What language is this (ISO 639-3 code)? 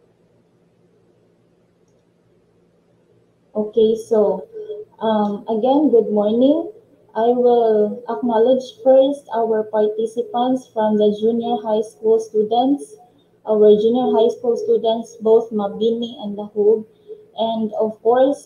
eng